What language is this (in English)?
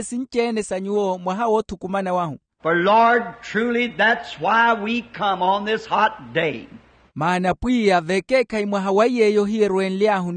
Makhuwa